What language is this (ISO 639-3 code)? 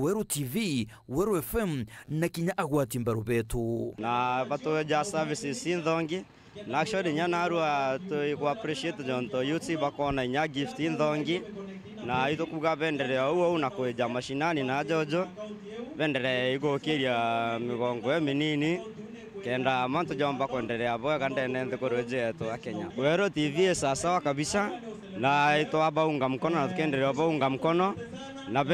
mer